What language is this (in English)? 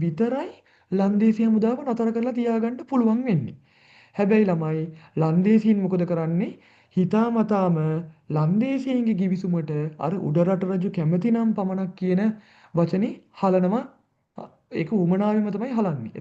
Sinhala